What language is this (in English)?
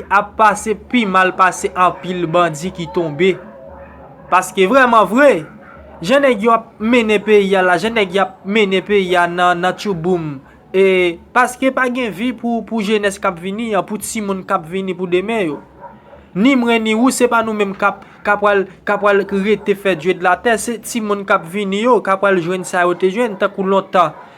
Haitian Creole